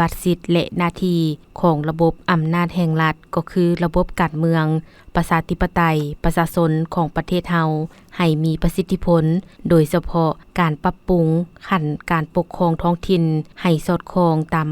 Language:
Lao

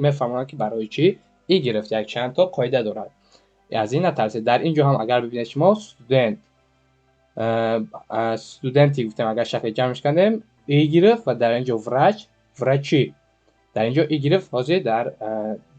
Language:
Tajik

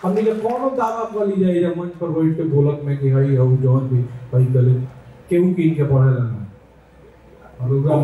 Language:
Bhojpuri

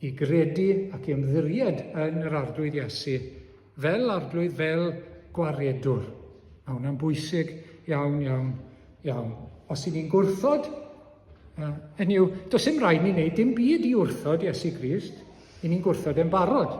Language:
Welsh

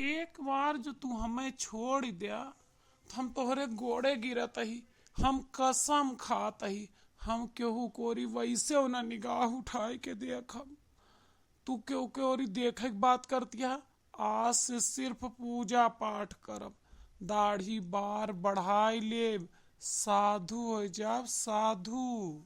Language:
Awadhi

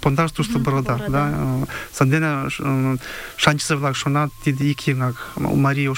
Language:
Mari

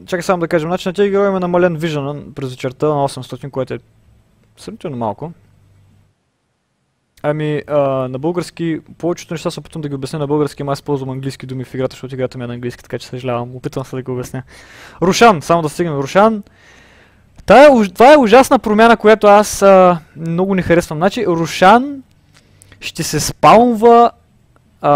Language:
Bulgarian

